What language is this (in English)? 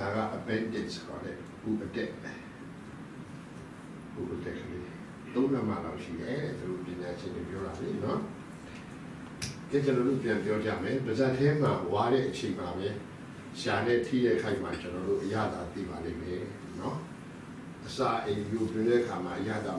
Burmese